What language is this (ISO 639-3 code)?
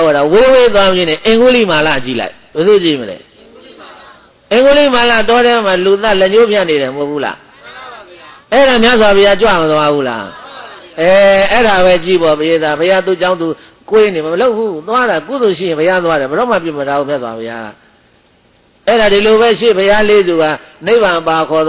mya